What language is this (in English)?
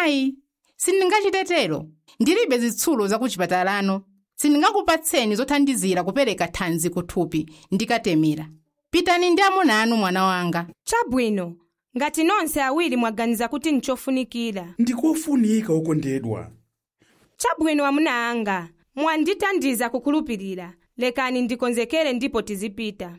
Nyanja